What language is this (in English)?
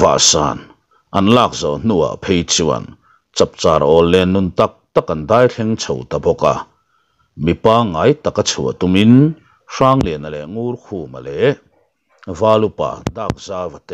Mizo